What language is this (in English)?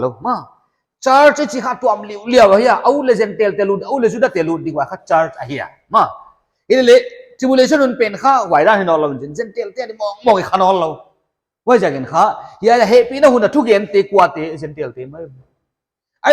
Paite Chin